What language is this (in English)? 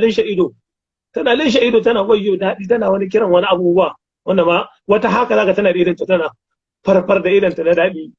Hausa